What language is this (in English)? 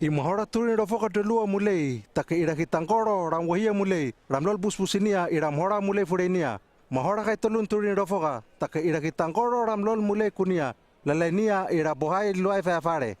Hano